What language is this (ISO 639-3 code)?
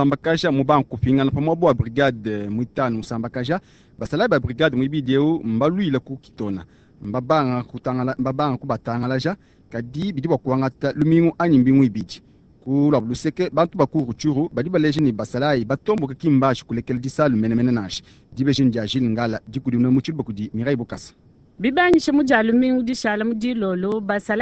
lua